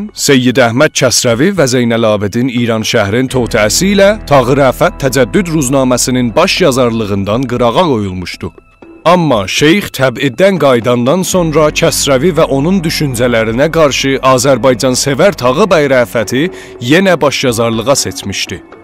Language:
South Azerbaijani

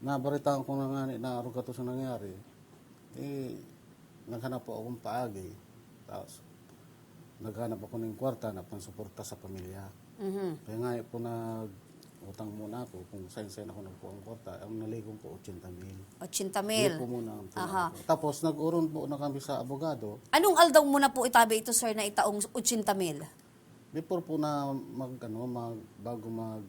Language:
Bikol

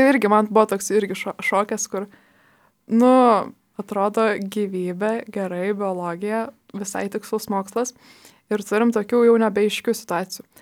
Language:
Lithuanian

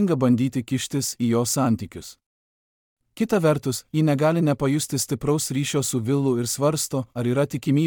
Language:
Lithuanian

